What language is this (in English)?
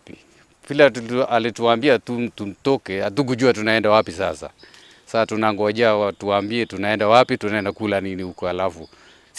Swahili